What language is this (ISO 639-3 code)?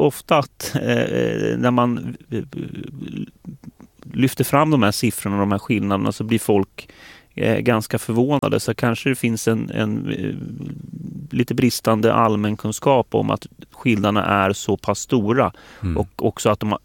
swe